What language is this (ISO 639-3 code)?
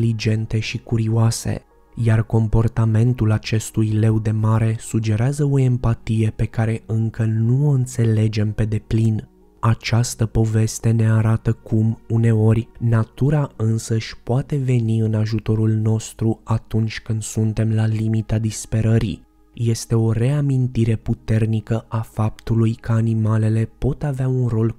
ron